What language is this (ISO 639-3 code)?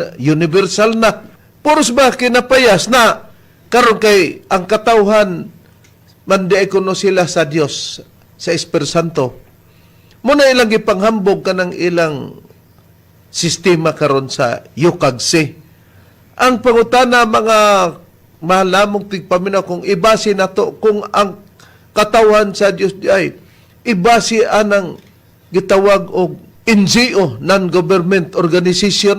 ceb